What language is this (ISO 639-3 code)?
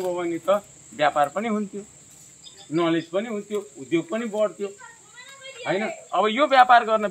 nep